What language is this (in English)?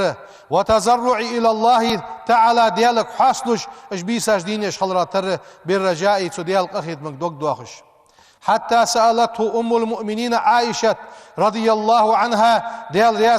Ingush